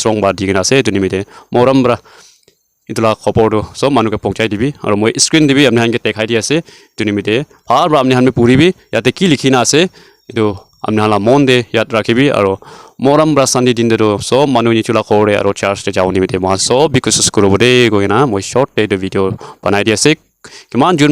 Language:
Naga Pidgin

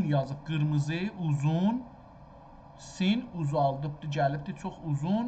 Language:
South Azerbaijani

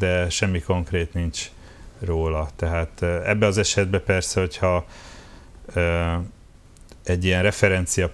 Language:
Hungarian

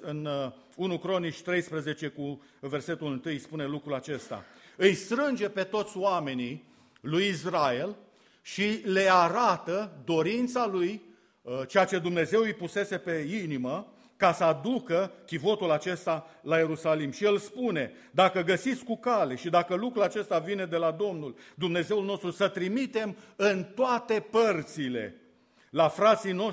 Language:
Romanian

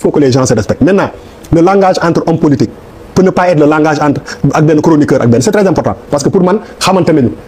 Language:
Wolof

